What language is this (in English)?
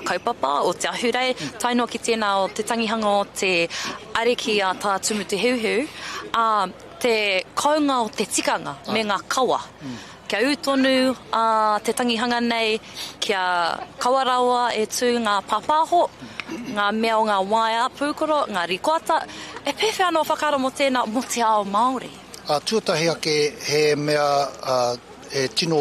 Māori